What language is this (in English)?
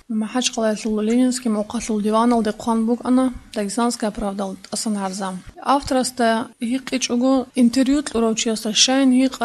Avaric